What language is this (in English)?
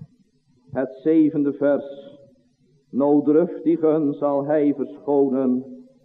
Dutch